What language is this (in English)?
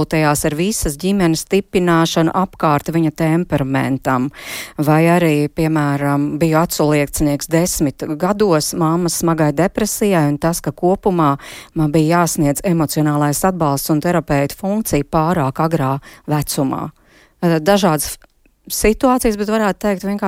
Latvian